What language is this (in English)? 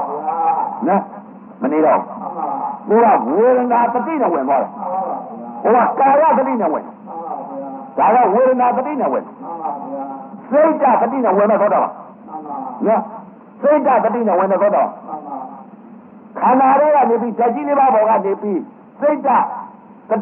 Burmese